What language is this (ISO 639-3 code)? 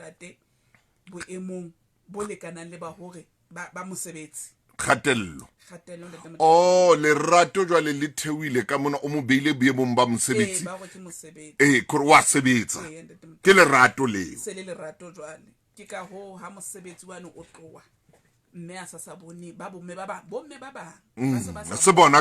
sot